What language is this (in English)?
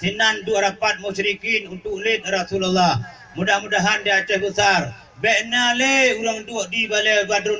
Achinese